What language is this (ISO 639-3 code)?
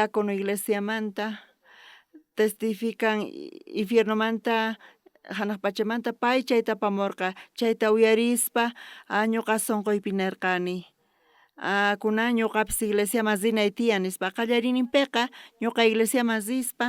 quh